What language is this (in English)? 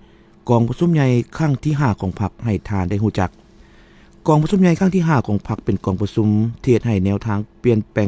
Lao